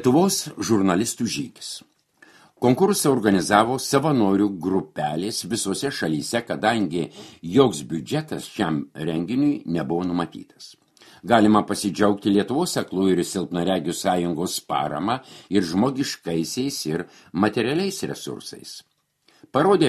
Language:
Lithuanian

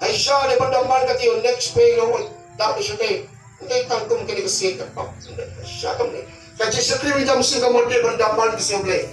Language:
Khasi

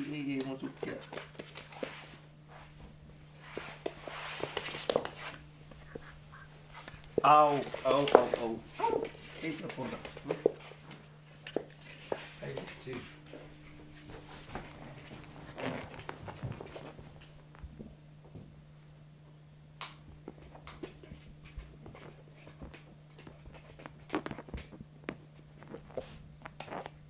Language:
Finnish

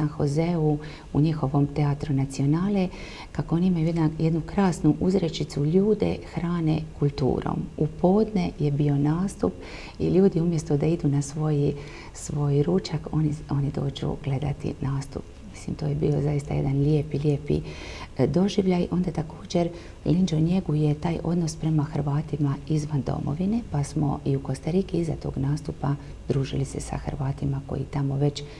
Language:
Croatian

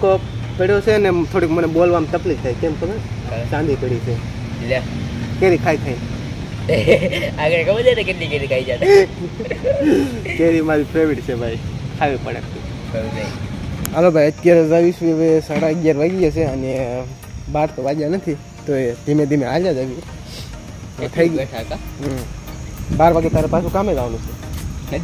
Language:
Gujarati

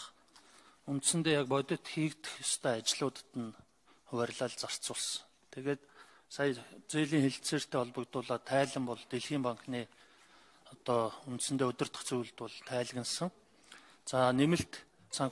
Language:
Mongolian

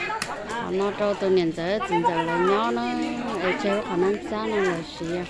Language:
Hmong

